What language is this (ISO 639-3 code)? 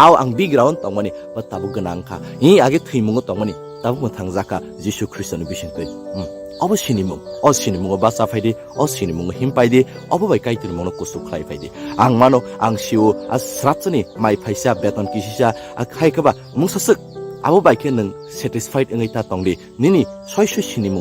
trp